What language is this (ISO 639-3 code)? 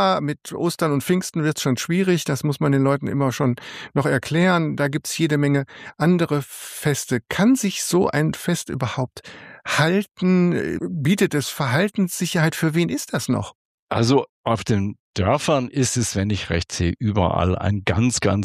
deu